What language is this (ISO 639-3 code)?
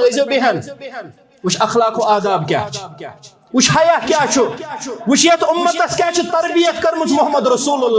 kas